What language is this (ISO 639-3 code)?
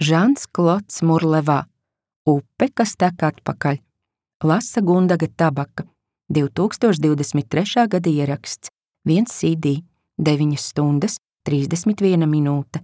lav